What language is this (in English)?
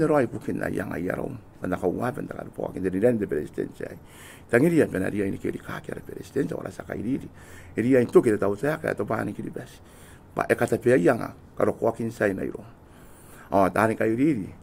Gilbertese